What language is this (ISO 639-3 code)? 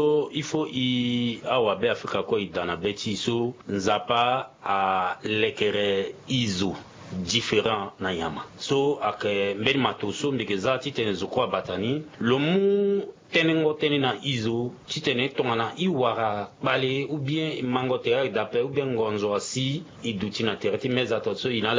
sag